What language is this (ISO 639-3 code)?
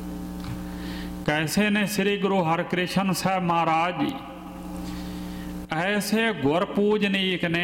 pan